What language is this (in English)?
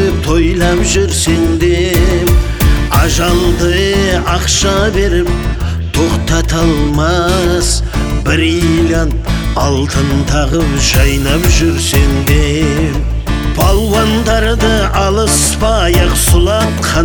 Kazakh